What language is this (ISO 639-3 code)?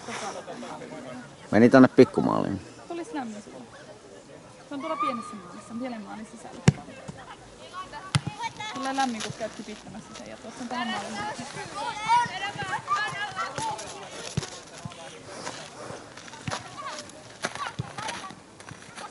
fin